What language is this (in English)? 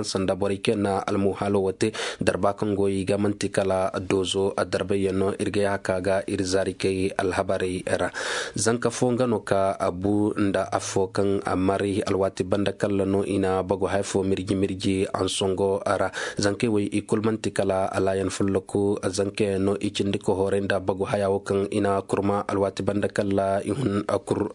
Koyraboro Senni